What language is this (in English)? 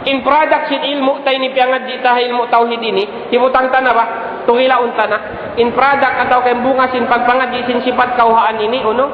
Tausug